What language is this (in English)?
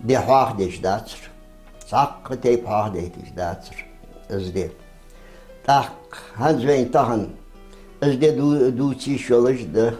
Ingush